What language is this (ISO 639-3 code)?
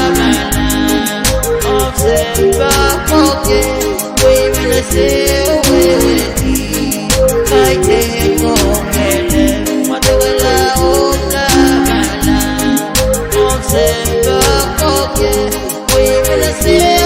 pon